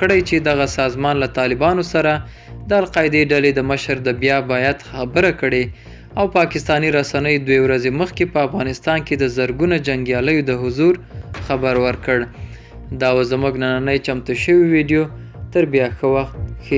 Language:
Pashto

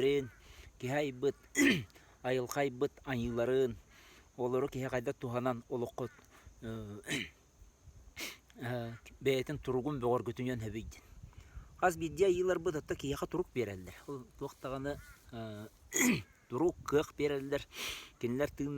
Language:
Yakut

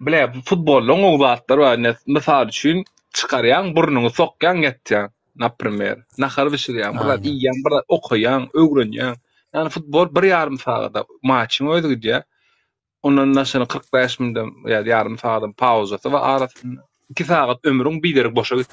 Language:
Turkmen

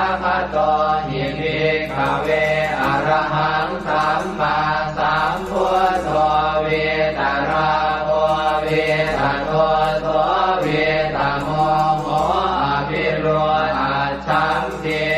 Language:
Pali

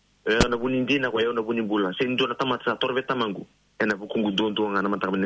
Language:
Fijian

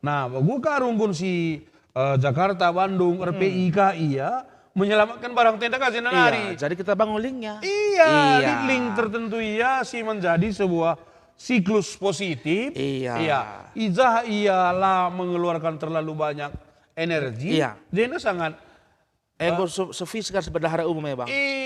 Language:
Batak Karo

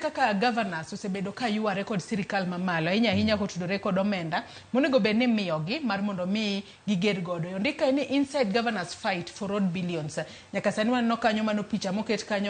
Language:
Luo (Kenya and Tanzania)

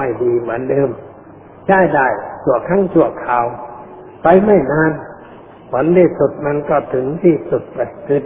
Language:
Thai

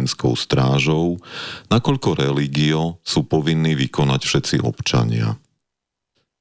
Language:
Slovak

